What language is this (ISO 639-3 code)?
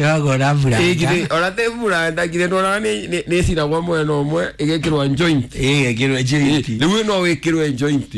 kik